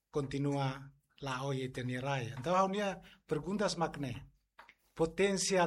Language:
Tetum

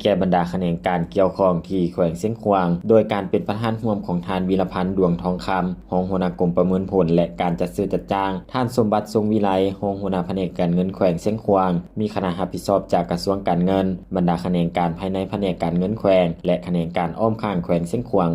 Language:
Lao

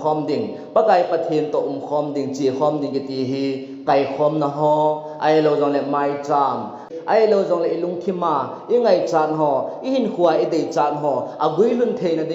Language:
Thado Chin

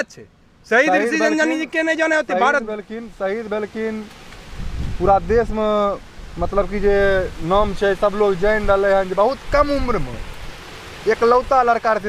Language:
Maithili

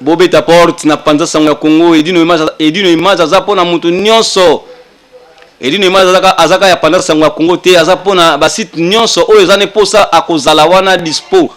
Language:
Lingala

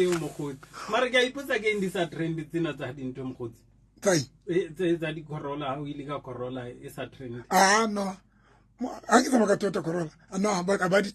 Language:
Southern Sotho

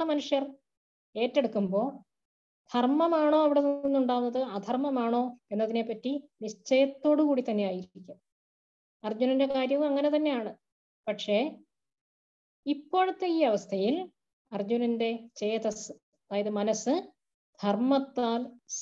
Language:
Malayalam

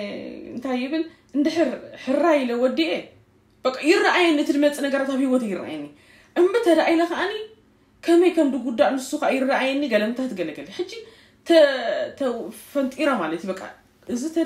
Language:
Tigrinya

